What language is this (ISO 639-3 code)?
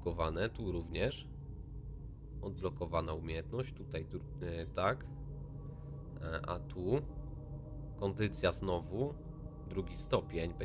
pol